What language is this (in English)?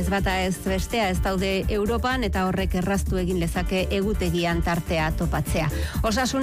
Basque